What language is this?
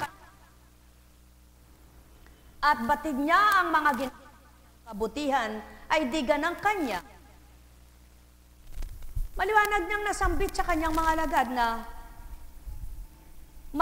Filipino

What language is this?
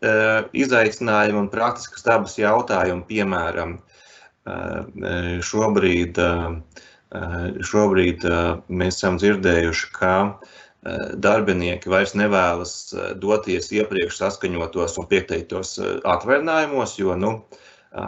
Latvian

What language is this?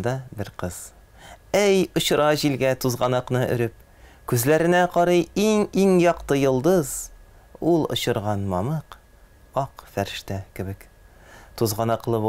Tatar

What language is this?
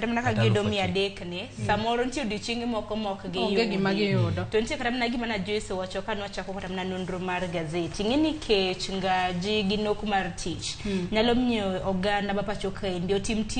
Luo (Kenya and Tanzania)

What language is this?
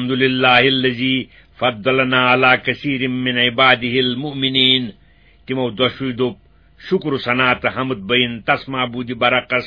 Kashmiri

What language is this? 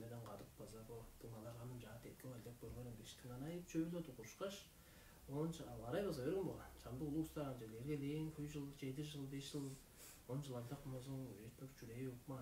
Tuvinian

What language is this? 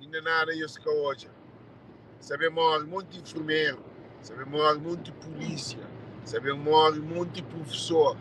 Kabuverdianu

